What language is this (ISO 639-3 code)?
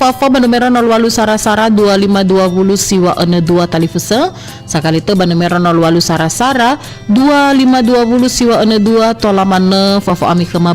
nia